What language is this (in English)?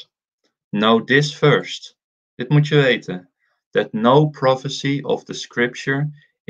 Dutch